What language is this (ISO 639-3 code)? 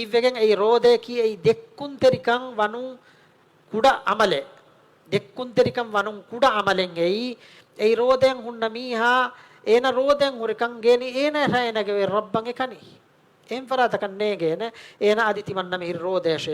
div